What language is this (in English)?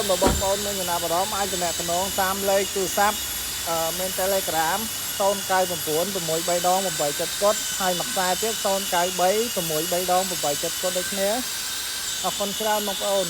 Khmer